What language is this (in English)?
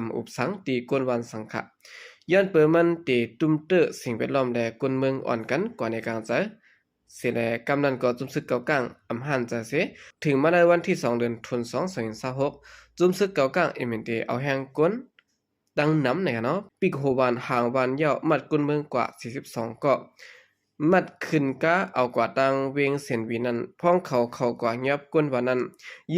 Shan